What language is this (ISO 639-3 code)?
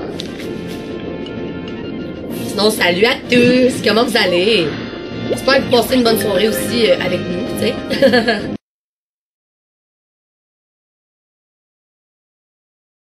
fra